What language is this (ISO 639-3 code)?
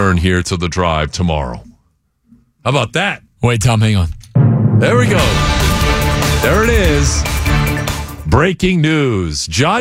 eng